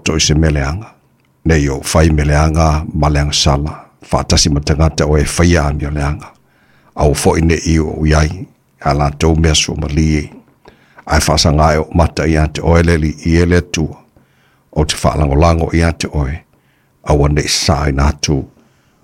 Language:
Samoan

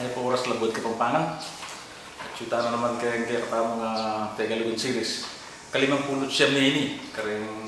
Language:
Pampanga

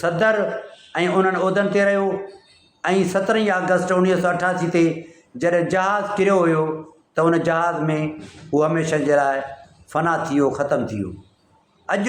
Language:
Sindhi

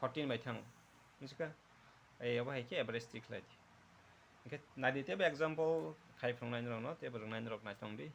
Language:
Kok Borok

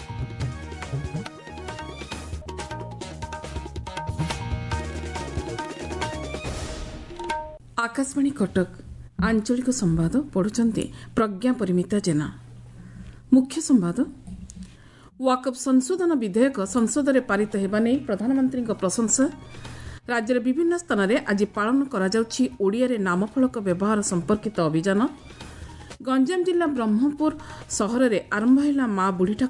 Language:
Odia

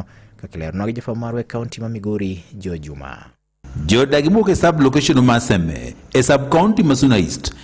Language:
Luo (Kenya and Tanzania)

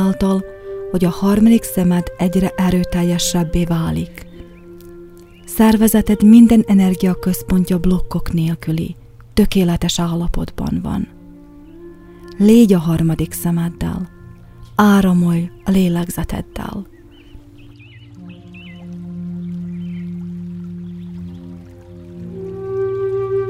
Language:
Hungarian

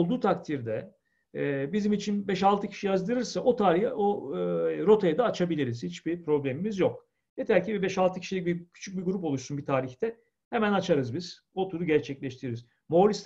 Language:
Turkish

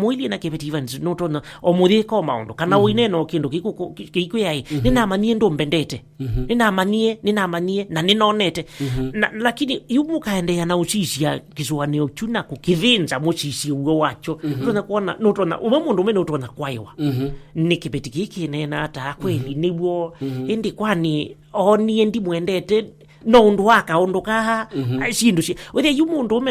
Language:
Kamba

